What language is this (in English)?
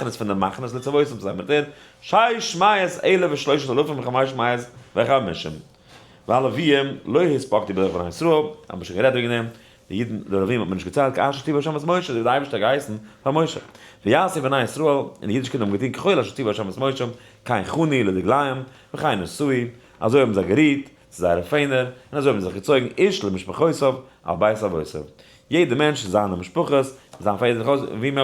Yiddish